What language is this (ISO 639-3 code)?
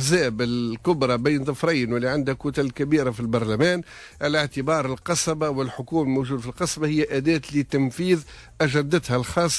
aeb